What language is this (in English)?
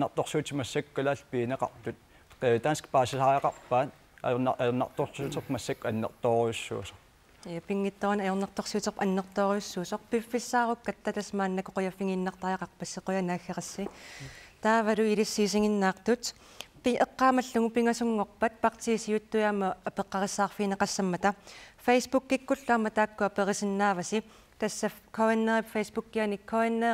Kalaallisut